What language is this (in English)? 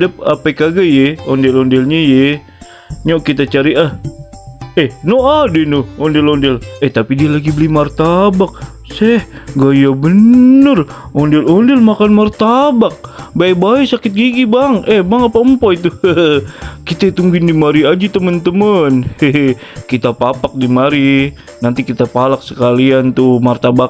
Betawi